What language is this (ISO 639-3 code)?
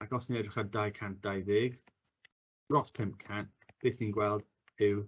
cym